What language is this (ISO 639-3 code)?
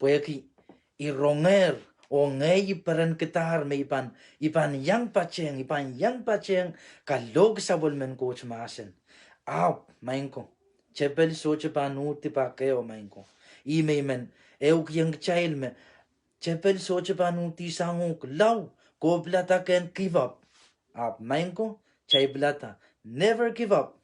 pon